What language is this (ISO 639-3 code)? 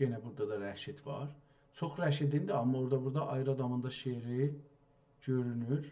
azb